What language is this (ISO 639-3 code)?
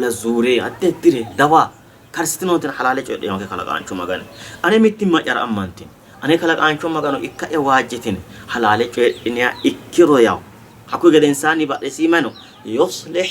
sid